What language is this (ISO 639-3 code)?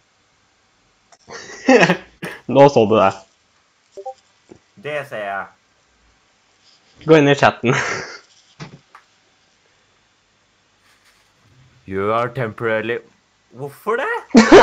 nor